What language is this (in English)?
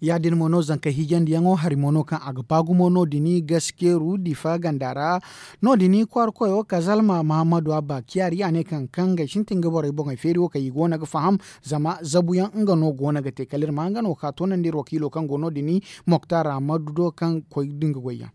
Zarma